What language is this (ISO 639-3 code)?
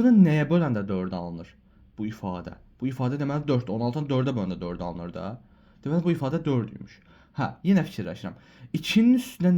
aze